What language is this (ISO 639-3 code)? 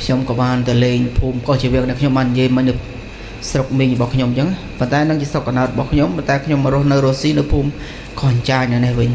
khm